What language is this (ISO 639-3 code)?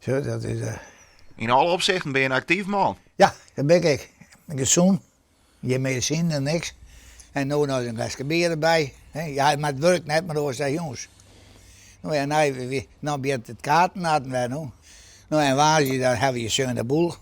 fry